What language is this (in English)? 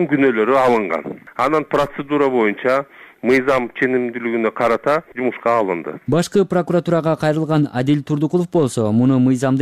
Kyrgyz